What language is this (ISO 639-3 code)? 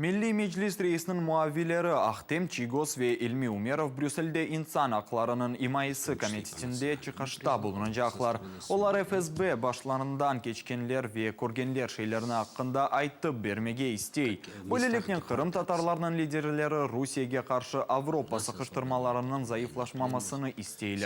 crh